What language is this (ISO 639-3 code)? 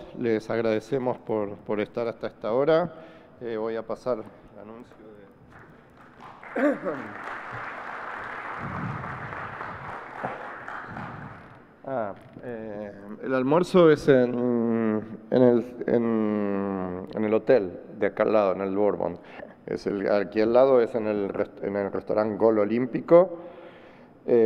spa